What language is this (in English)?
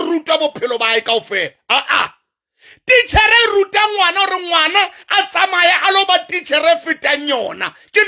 Southern Sotho